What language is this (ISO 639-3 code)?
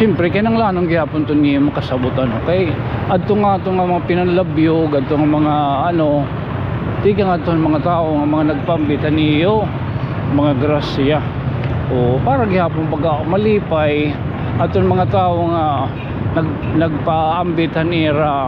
war